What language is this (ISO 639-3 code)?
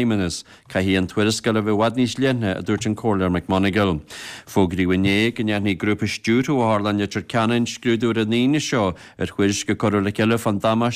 gle